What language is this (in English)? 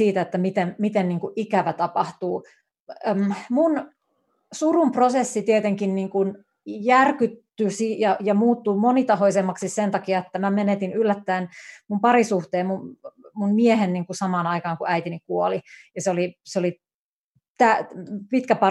Finnish